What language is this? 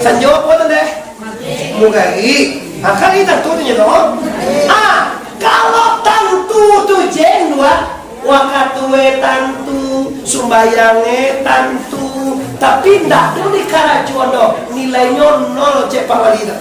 Minangkabau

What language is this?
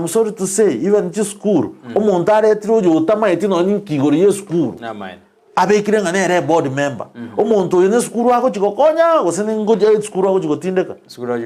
Gusii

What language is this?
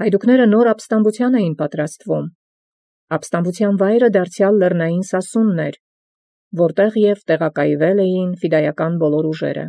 Armenian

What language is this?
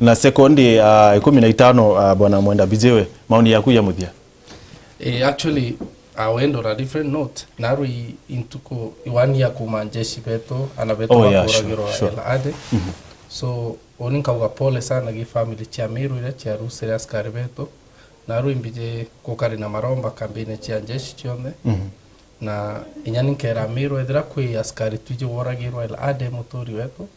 Meru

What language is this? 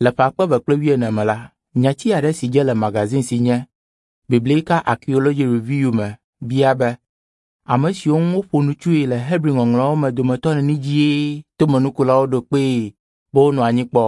Ewe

